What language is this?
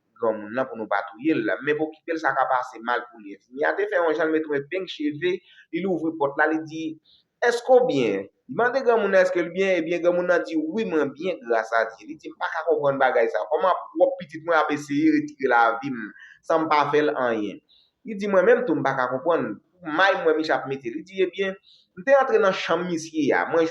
Haitian Creole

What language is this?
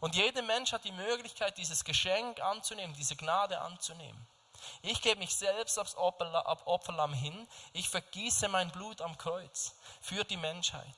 Swiss German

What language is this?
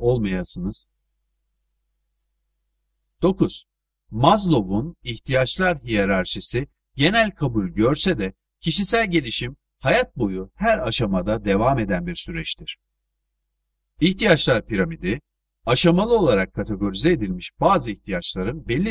Turkish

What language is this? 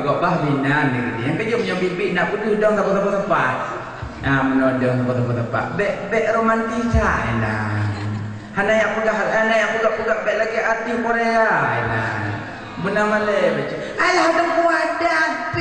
Achinese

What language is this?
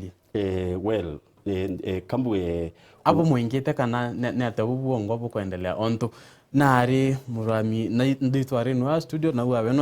Meru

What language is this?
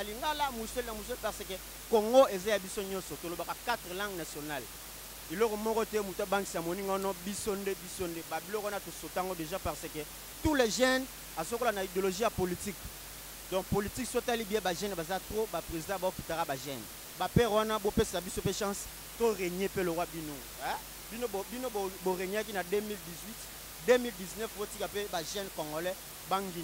Lingala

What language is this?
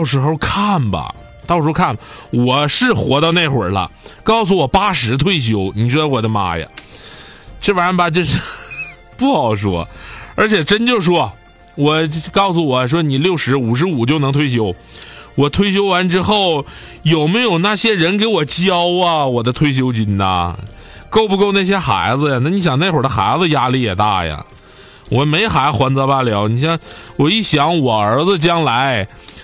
Chinese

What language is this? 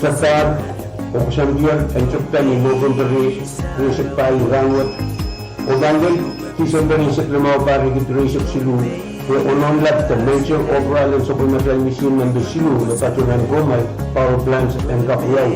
Pohnpeian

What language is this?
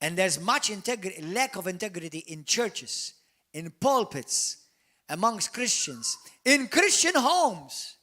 English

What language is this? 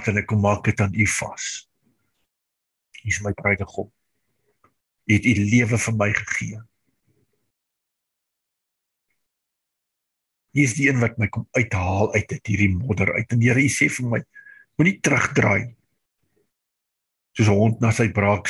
Afrikaans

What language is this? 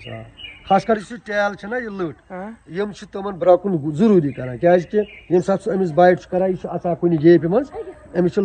Kashmiri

